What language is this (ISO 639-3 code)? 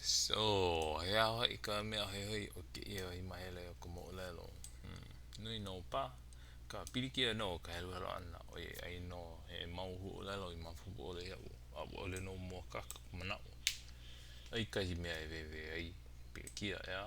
haw